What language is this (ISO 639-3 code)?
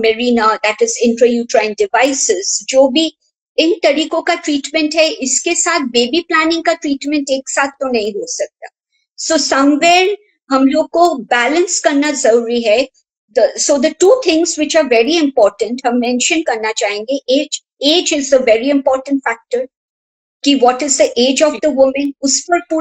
hin